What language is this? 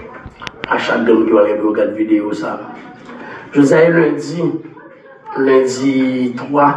Haitian Creole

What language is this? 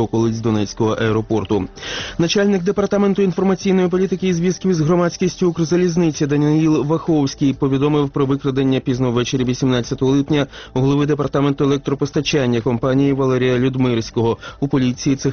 Ukrainian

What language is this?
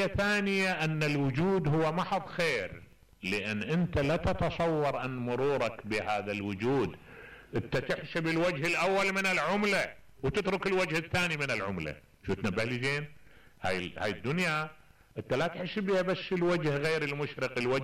Mesopotamian Arabic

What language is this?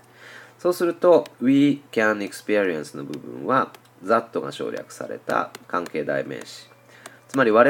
Japanese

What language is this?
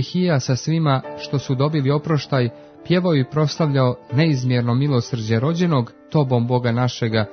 Croatian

